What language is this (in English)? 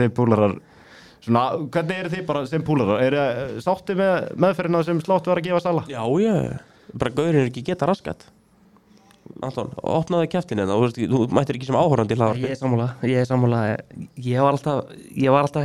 Icelandic